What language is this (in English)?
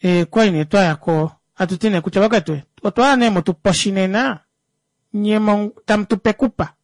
Kuanyama